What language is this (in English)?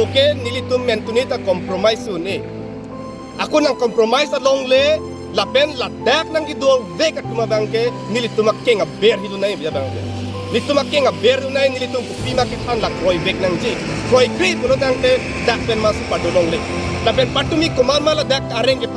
Karbi